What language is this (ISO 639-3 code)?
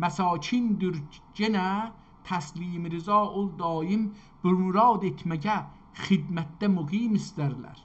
azb